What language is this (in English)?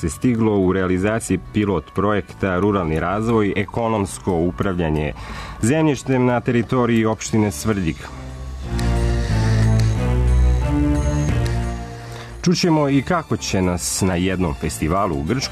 Serbian